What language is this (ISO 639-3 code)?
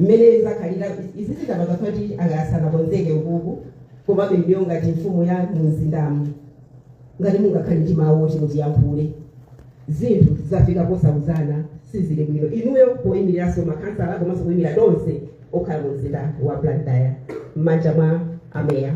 nya